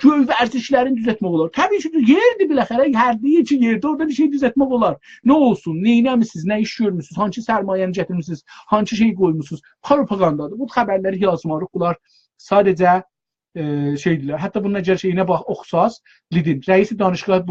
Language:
South Azerbaijani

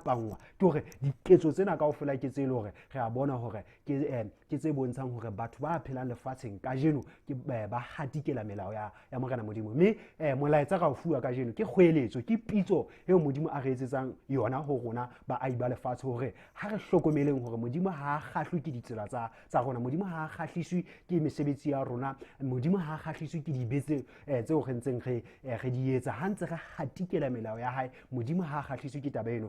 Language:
Southern Sotho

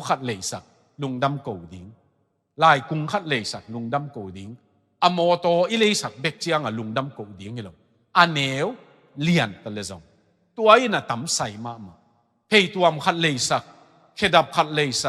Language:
Tedim Chin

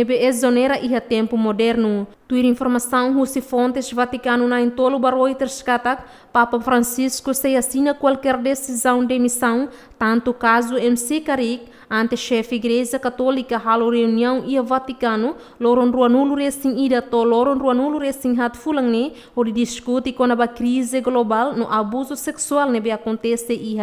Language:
Tetum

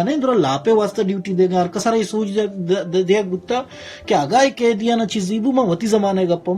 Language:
Baluchi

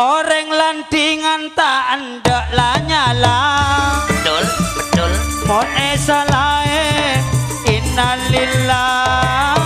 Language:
Madurese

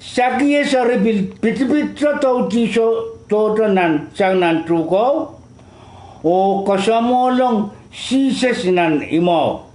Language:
Pohnpeian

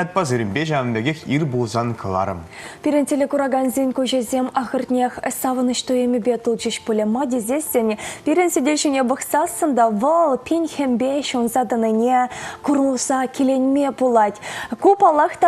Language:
Chuvash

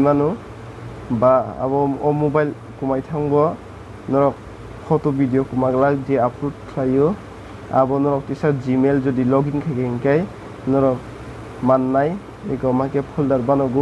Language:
Kok Borok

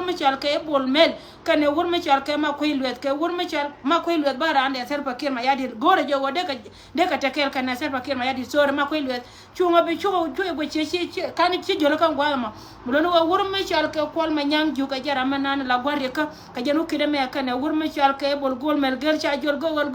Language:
Nuer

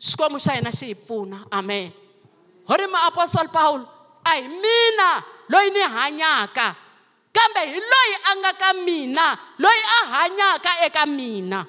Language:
Tsonga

